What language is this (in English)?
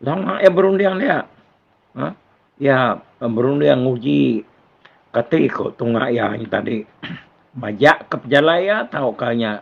Iban